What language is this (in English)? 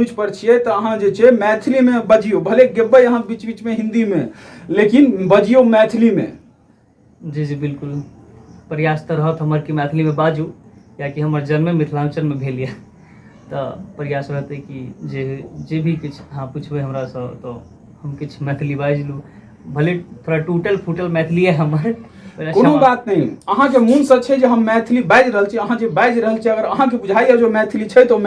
Maithili